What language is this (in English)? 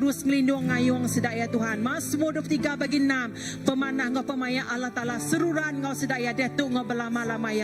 Iban